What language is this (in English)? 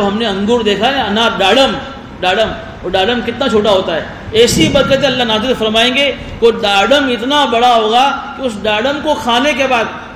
Urdu